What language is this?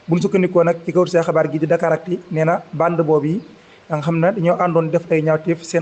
Wolof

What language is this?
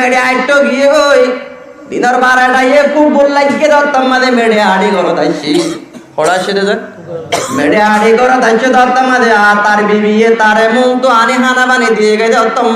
Rohingya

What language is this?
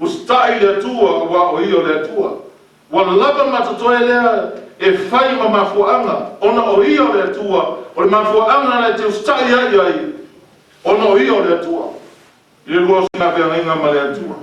Samoan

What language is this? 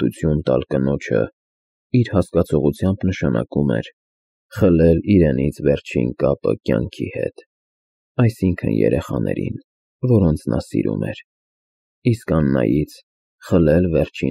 Armenian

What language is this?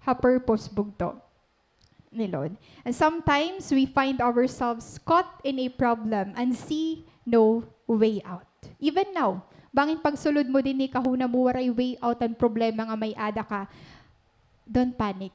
Waray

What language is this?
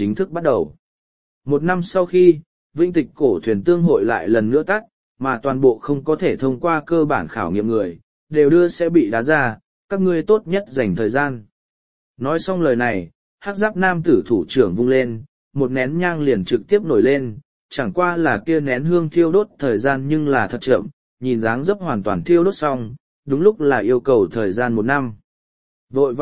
Vietnamese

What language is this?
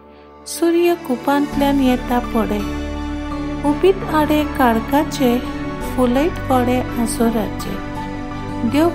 Konkani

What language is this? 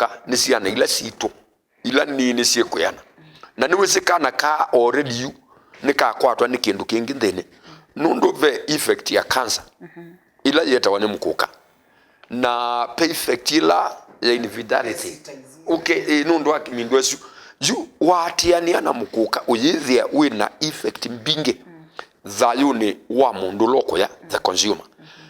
Kamba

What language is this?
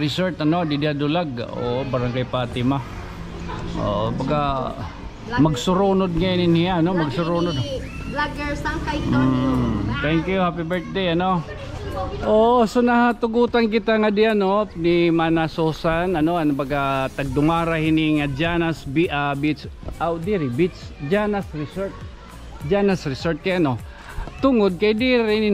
Waray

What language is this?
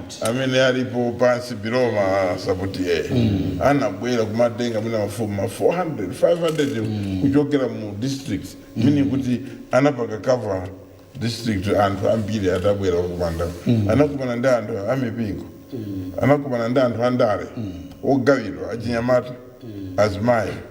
Nyanja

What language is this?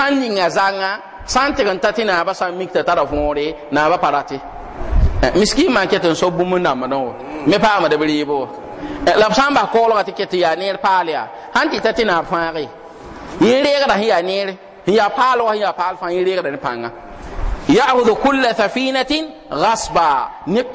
Mossi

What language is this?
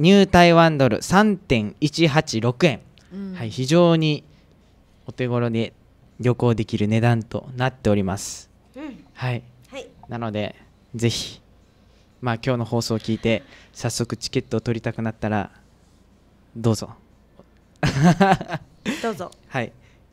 Japanese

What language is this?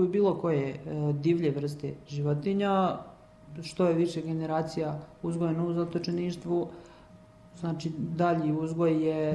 Serbian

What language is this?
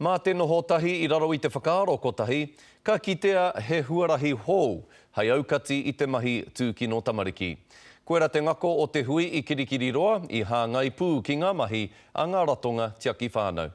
Māori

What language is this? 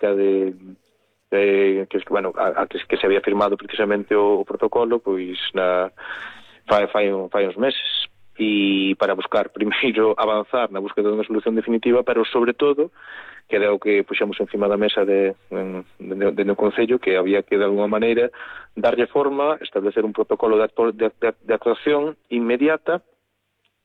Galician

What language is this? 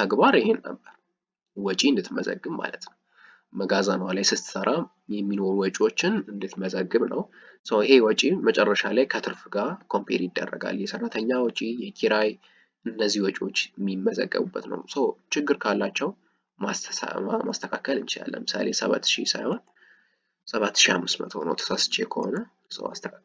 Amharic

